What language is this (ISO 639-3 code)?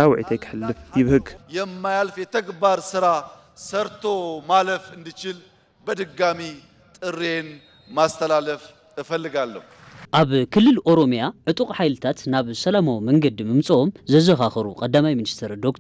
tir